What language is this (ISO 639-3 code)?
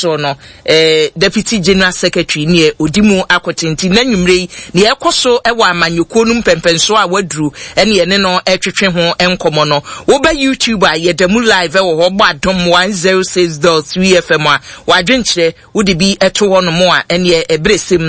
aka